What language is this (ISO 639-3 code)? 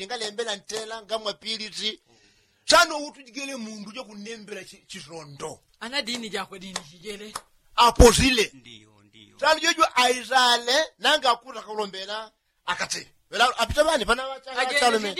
yao